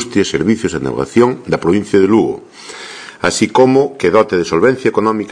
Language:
Galician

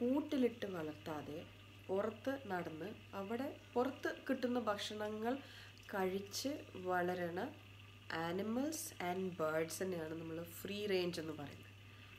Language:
Malayalam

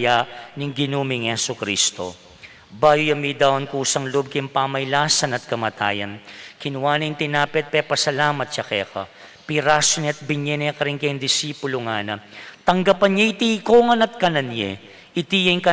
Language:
Pampanga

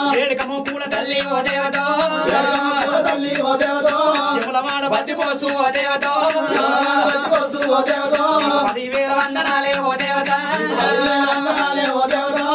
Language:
Telugu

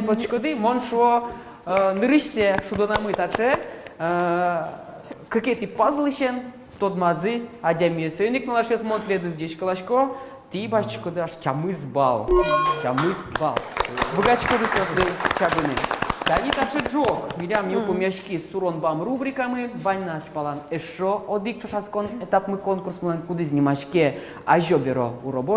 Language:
Udmurt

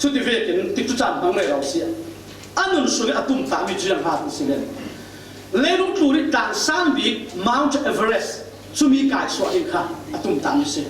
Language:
Falam Chin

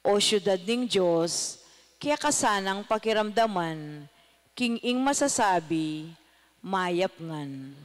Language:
Pampanga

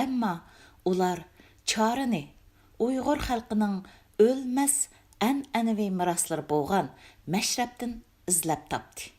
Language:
Uyghur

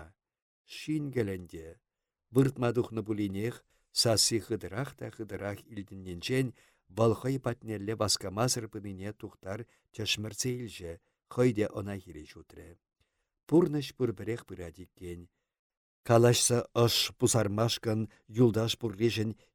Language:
Chuvash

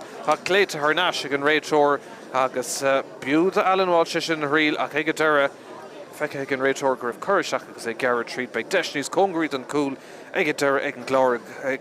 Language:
Irish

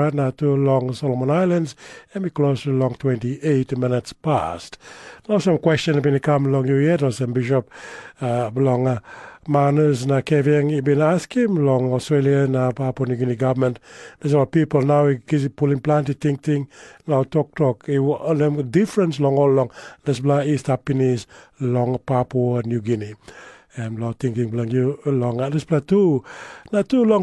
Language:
Tok Pisin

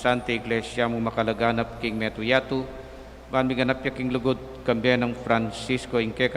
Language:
Pampanga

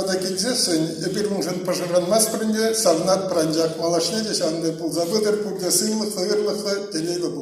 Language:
Chuvash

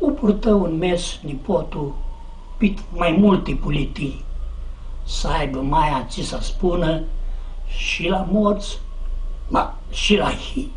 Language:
Aromanian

